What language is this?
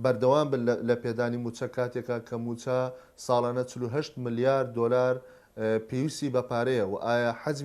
Central Kurdish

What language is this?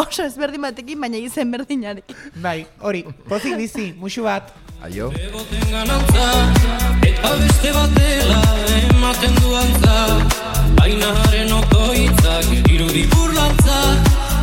Basque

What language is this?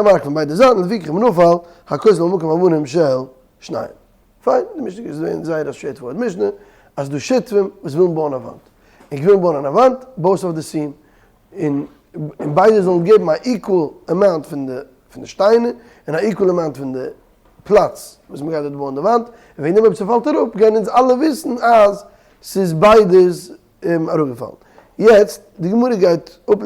Yiddish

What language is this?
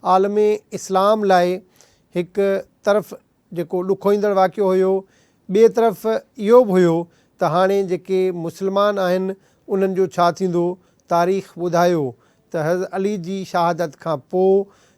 Sindhi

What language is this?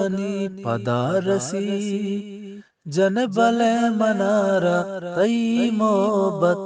Eastern Balochi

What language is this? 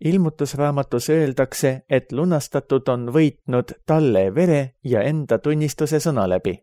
Estonian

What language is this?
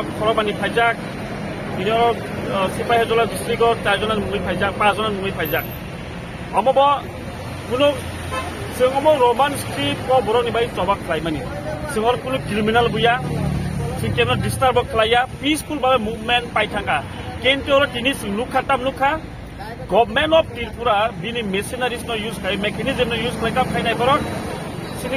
Kok Borok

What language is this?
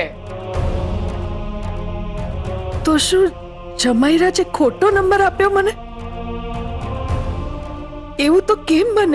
Gujarati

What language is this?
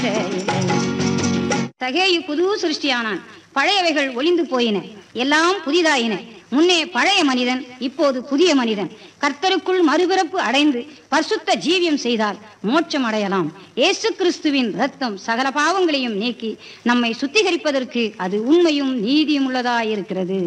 Tamil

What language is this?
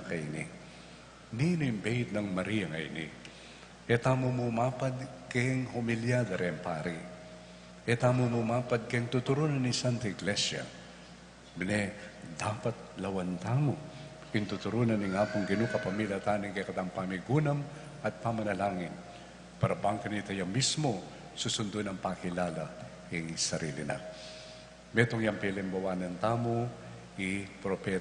Pampanga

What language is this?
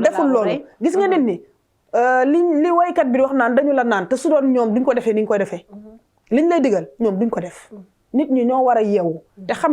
Wolof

